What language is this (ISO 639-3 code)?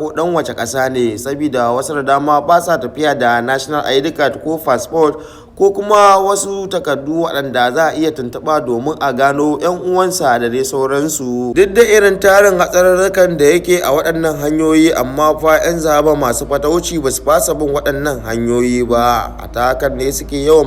hau